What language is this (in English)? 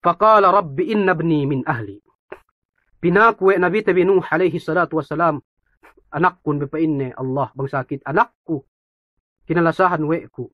Yakan